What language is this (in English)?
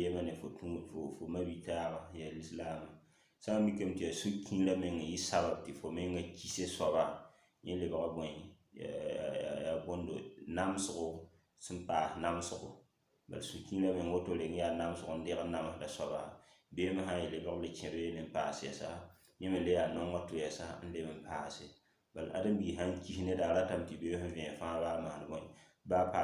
Mossi